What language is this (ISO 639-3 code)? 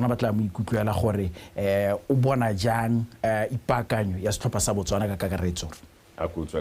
tsn